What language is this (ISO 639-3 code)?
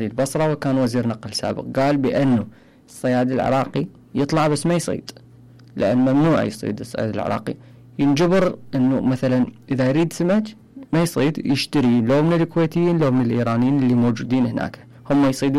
acm